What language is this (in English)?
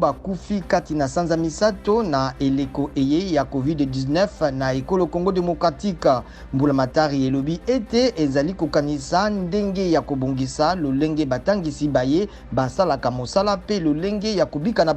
Lingala